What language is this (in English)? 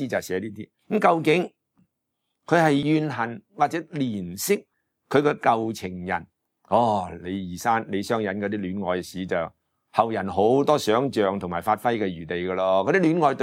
Cantonese